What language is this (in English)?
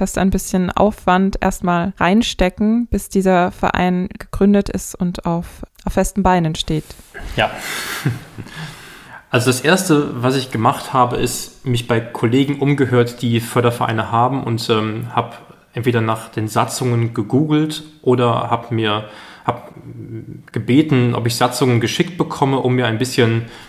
German